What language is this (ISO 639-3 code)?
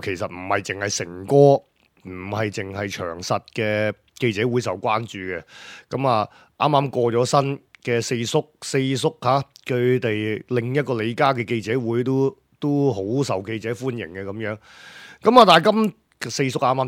yue